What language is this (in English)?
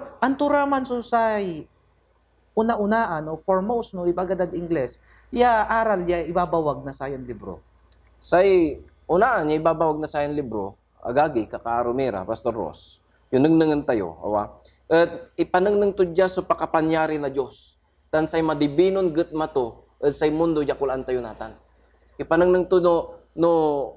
Pangasinan